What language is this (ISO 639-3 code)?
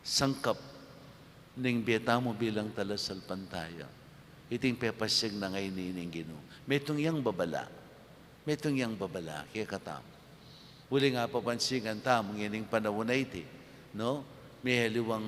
pam